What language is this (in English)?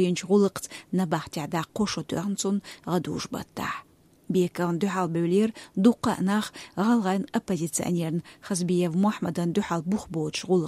Chechen